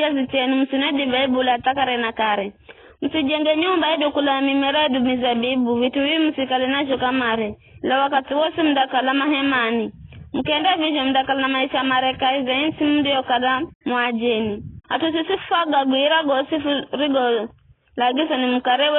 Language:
Giryama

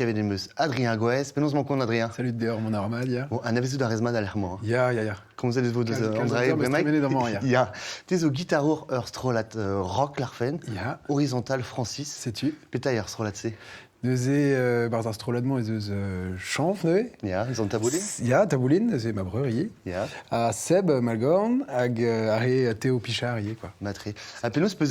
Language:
Breton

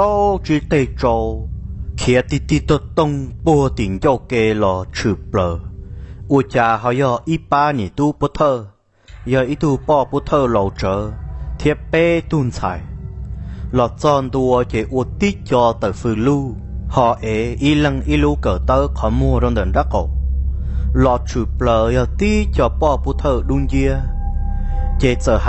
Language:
Hmong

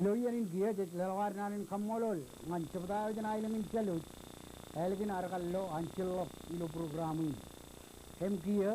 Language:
Marshallese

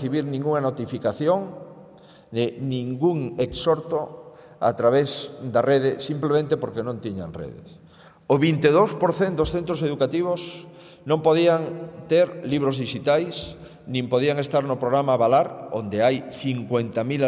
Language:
Galician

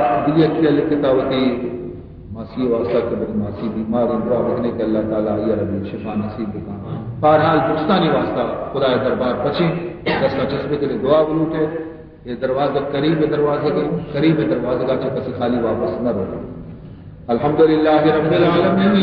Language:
Baluchi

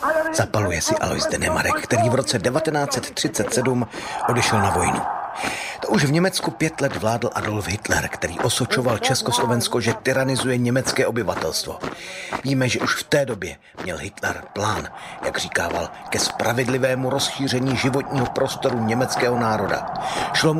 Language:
Czech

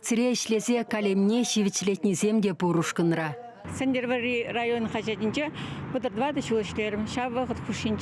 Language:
Chuvash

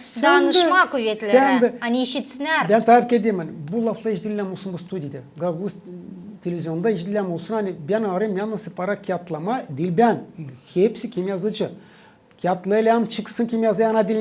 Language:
Gagauz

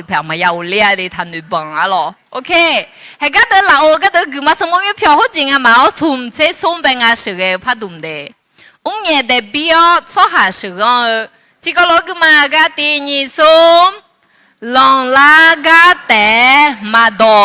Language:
Akha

